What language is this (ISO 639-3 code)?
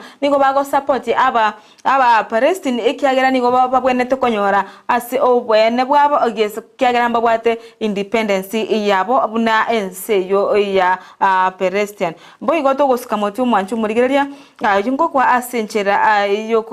guz